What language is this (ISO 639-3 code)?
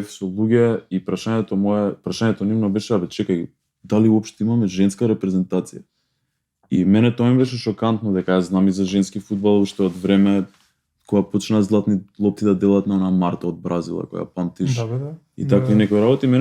mkd